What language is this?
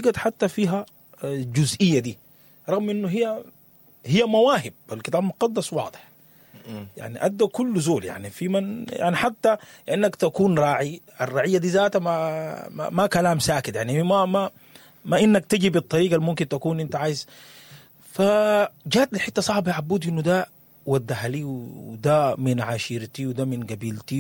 Sudanese Arabic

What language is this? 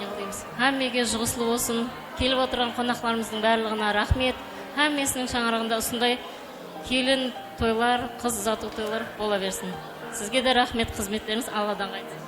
Kara-Kalpak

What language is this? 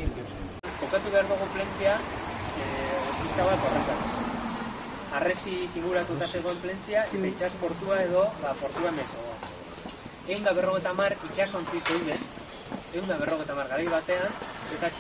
Basque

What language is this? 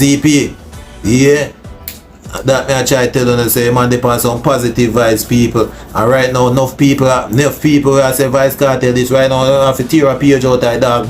Jamaican Creole English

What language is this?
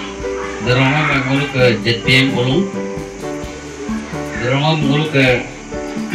Malay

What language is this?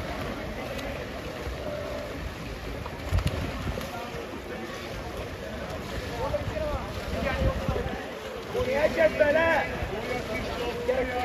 Hungarian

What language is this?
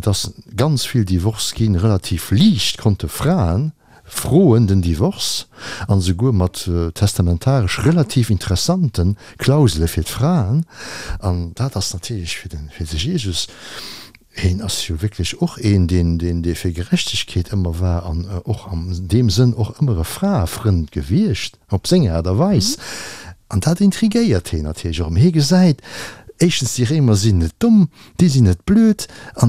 Luxembourgish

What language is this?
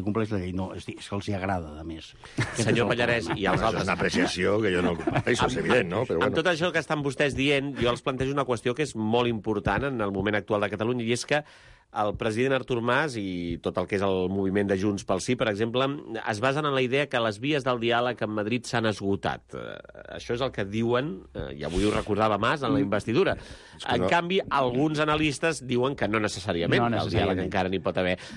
Catalan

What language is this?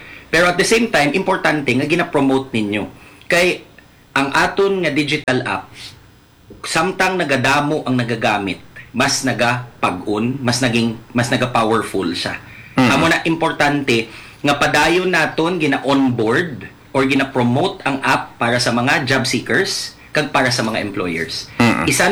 Hiligaynon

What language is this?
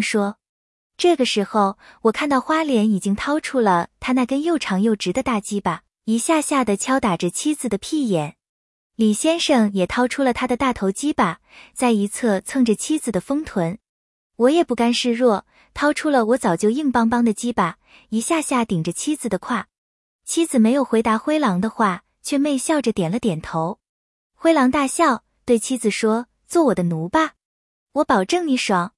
Chinese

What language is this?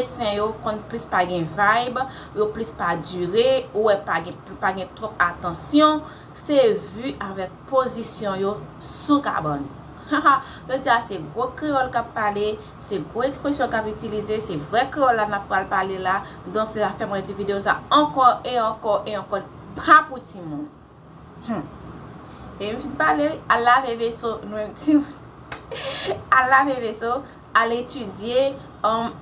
Haitian Creole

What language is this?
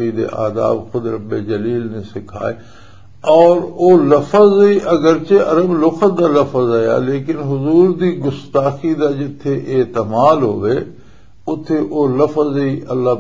Western Panjabi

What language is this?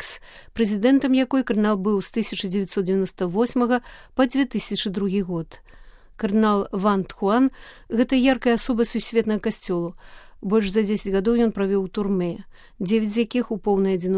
Belarusian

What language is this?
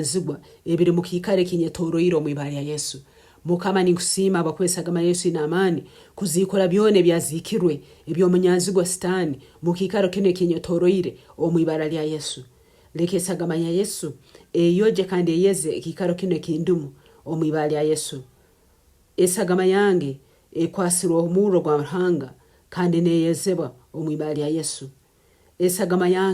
Nyankole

